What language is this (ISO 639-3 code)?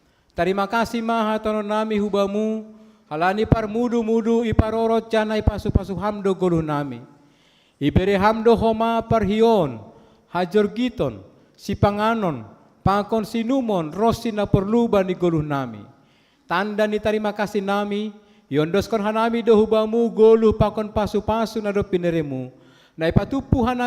bts